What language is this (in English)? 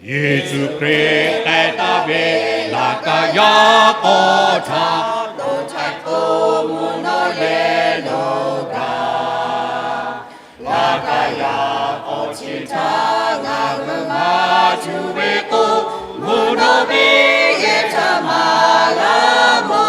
Lahu